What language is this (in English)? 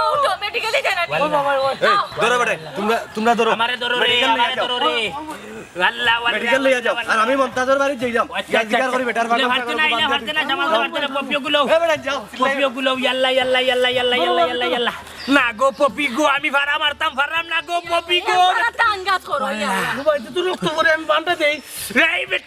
Sylheti